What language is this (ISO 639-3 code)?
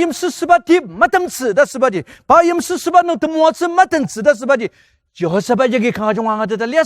njo